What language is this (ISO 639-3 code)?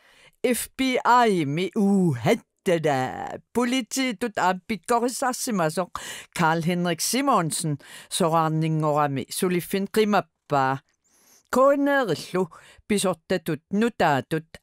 kal